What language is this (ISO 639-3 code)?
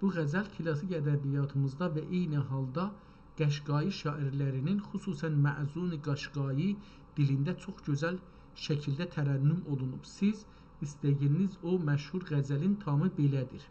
azb